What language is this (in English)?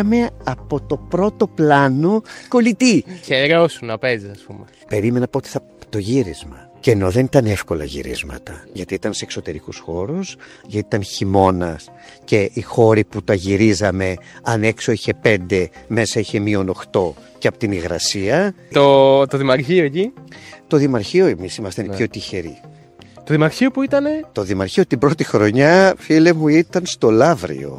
Greek